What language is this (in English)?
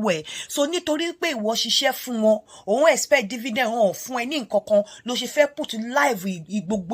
Yoruba